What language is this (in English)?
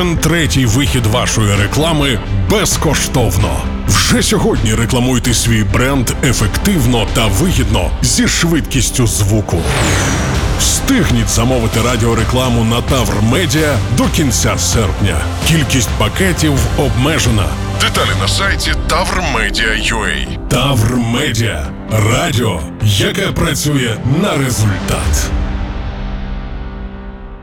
Ukrainian